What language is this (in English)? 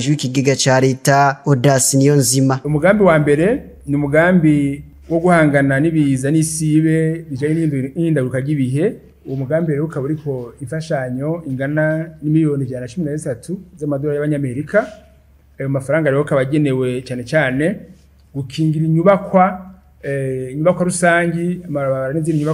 Rundi